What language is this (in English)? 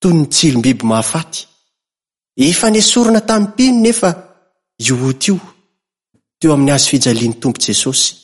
Malagasy